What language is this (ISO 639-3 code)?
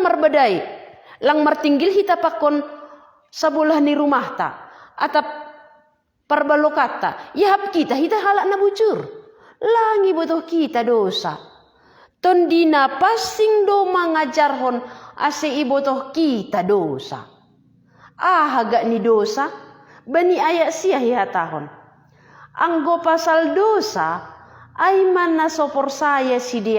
bts